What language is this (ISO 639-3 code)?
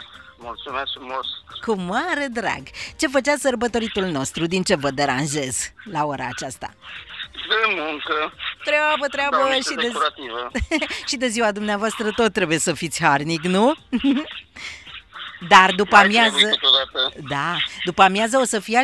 ron